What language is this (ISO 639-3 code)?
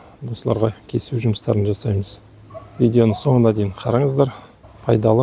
kaz